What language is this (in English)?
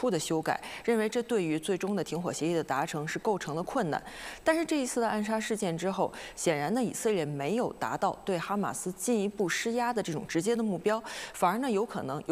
Chinese